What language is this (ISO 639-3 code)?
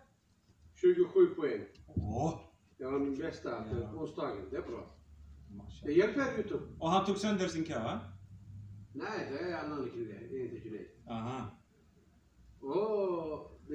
swe